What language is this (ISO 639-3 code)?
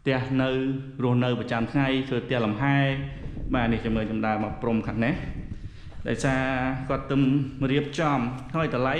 khm